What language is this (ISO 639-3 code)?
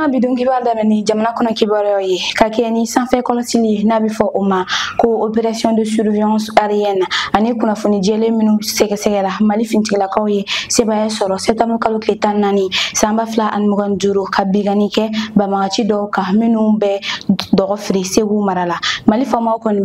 bam